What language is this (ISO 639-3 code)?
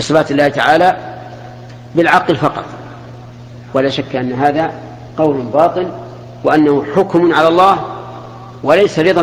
ara